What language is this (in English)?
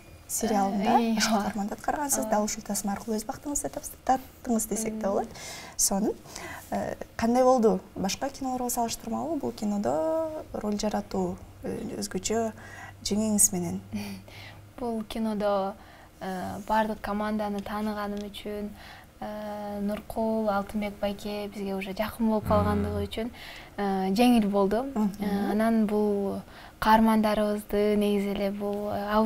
Kyrgyz